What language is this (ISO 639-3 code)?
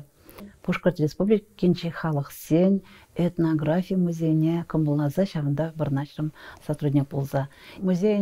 chv